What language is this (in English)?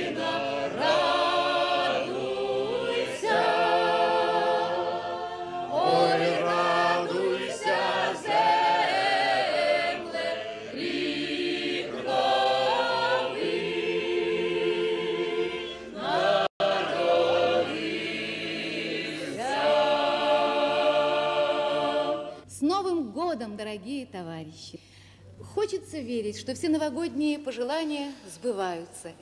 Russian